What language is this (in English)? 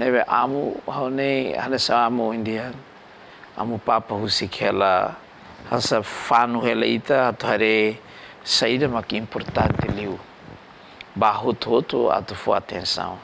Tetum